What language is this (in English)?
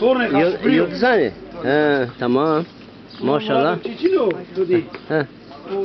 Zaza